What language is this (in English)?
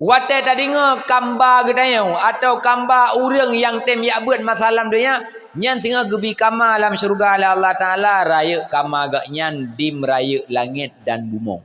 Achinese